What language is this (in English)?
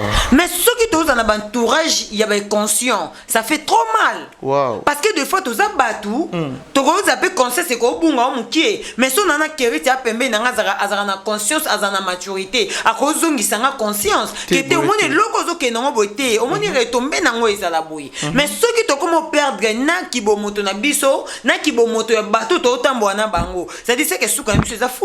Lingala